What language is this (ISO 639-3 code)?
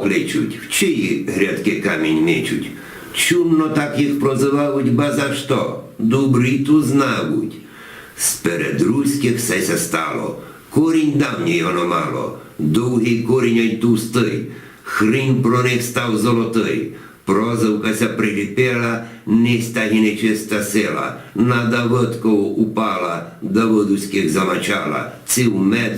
rue